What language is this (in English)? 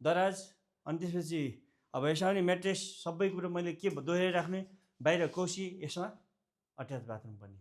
Nepali